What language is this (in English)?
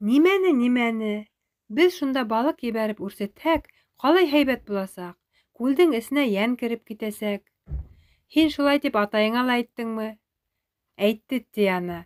Bashkir